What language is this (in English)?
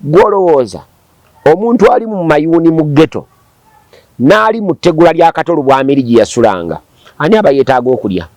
Ganda